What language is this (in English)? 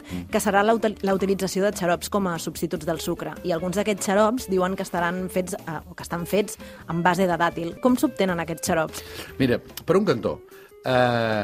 Catalan